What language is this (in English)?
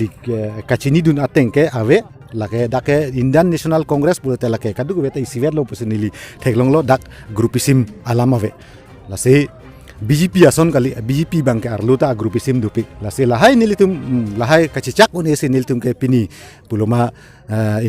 Karbi